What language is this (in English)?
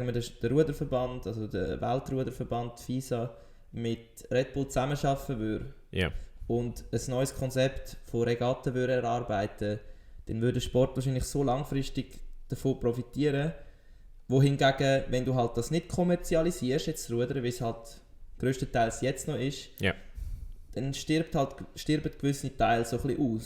Swiss German